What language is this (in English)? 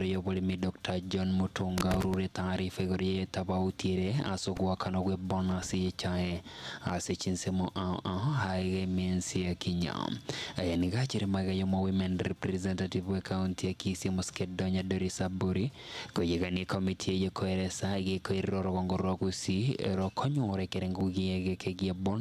Gusii